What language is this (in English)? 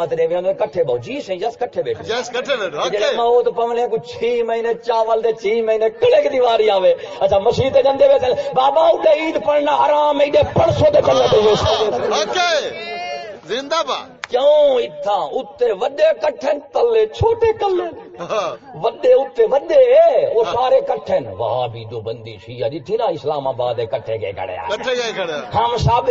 Saraiki